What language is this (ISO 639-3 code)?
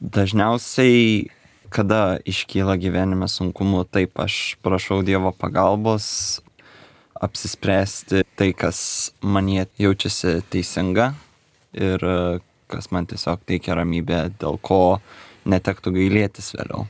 lit